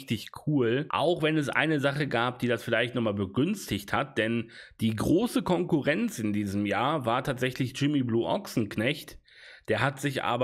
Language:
German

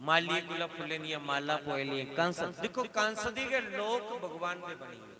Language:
Dogri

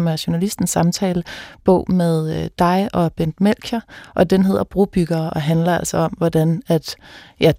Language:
Danish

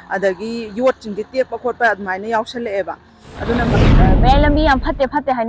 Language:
Manipuri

